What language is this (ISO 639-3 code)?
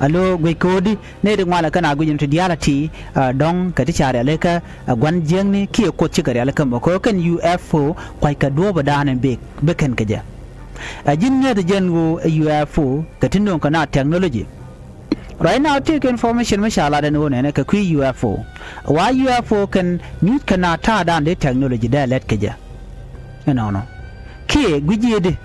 nus